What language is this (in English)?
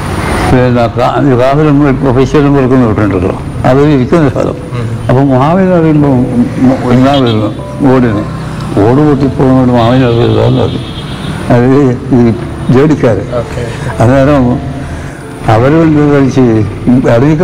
Malayalam